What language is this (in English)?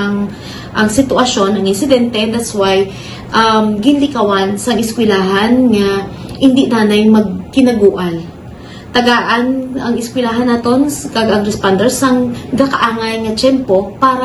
Hiligaynon